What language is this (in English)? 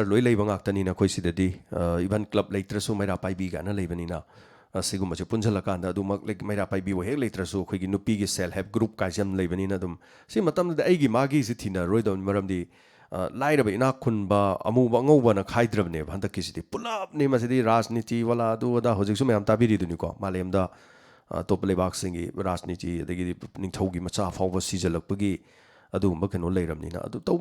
Manipuri